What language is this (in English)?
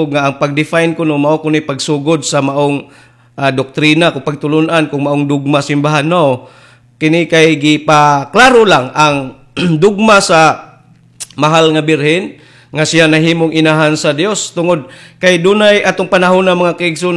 Cebuano